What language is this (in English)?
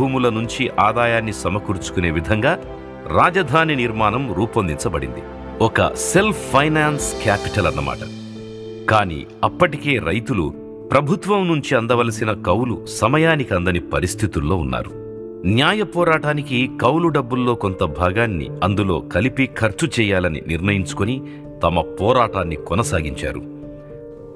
Telugu